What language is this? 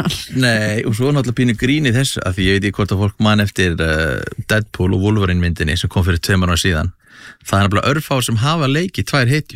Icelandic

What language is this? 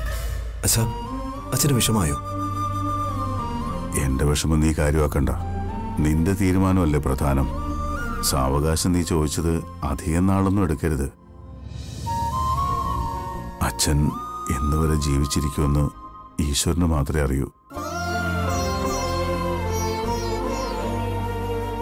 Malayalam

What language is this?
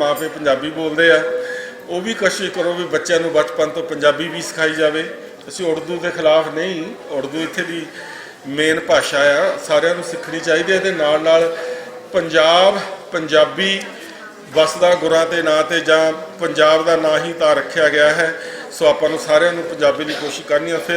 Western Panjabi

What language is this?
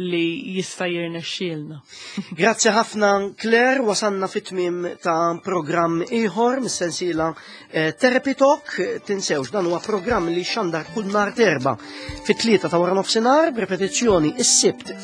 Maltese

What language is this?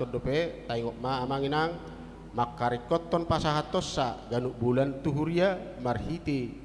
Batak Toba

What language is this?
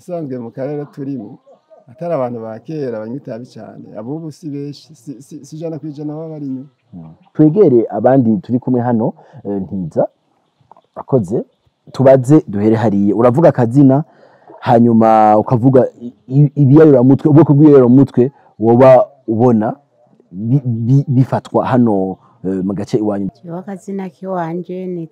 Rundi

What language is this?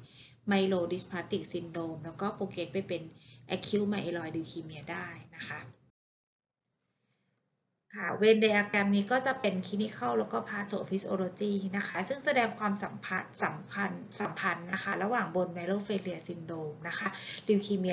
Thai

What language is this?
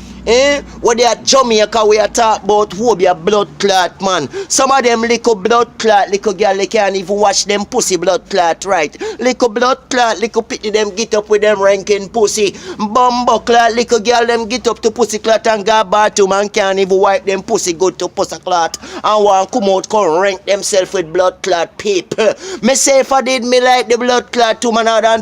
Jamaican Creole English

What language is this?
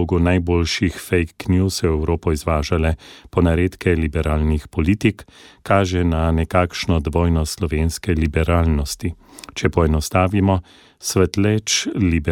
Slovenian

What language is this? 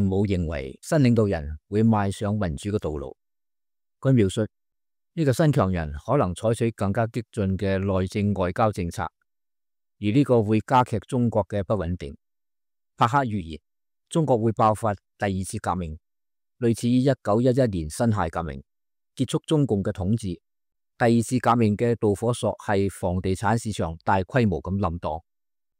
Cantonese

